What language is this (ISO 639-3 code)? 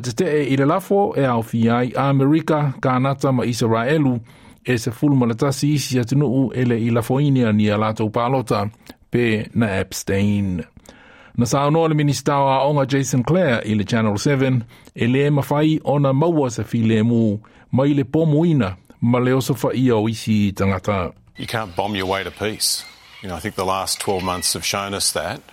smo